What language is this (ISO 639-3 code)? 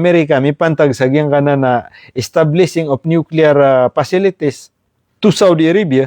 mrw